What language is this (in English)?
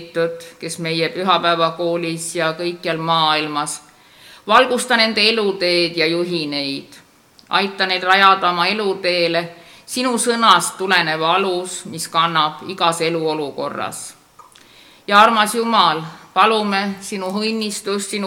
Estonian